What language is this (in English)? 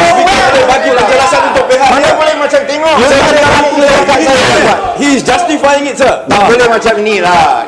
Malay